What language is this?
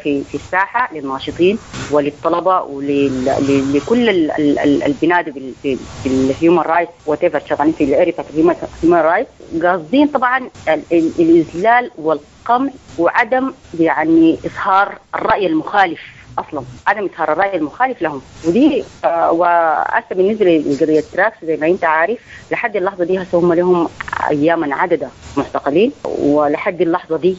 Sudanese Arabic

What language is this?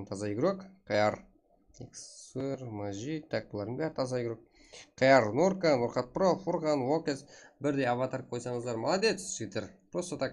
Kara-Kalpak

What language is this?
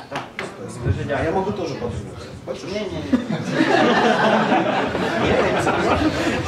Russian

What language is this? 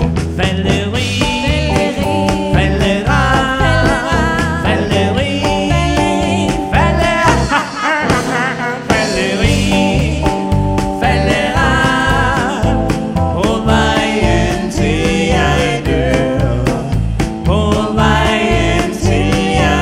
Danish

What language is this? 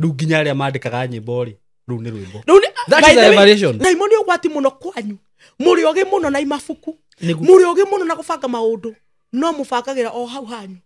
Kikuyu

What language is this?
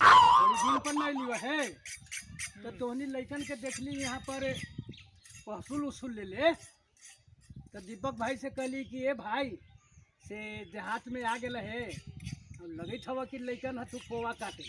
Magahi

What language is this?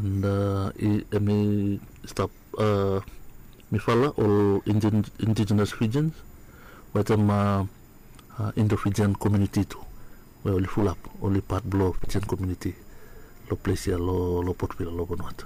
Bislama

